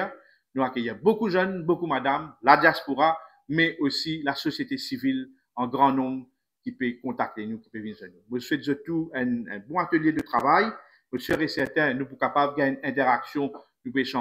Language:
Morisyen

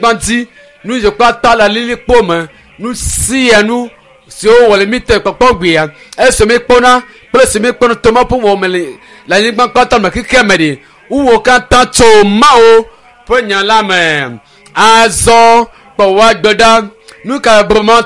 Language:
Ewe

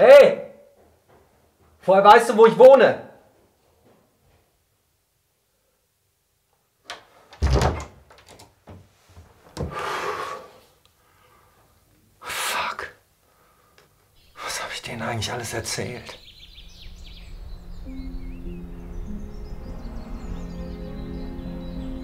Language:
German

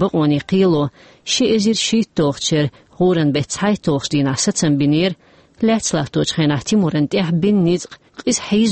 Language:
Chechen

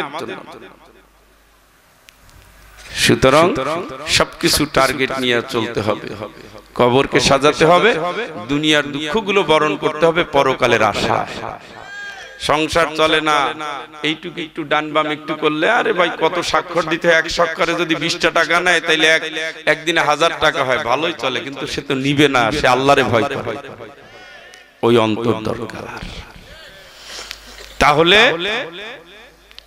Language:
Bangla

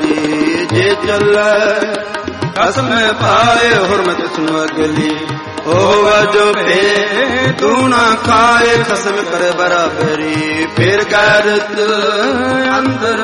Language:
Punjabi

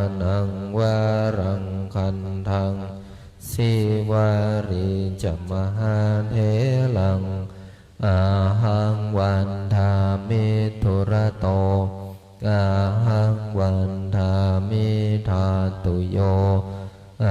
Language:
Pali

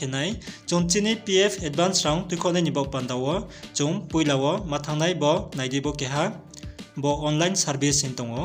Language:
Riang (India)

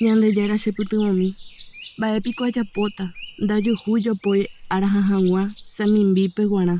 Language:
Guarani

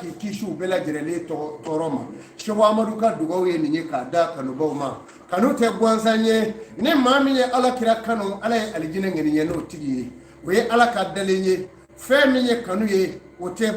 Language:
Bambara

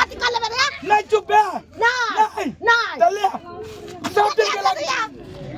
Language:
Maithili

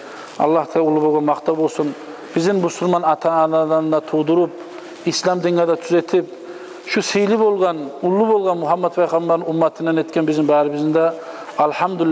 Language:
Kumyk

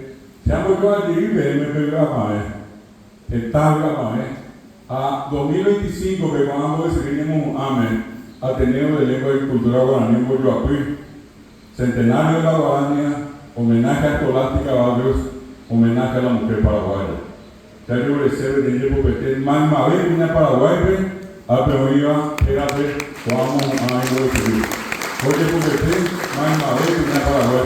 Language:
Guarani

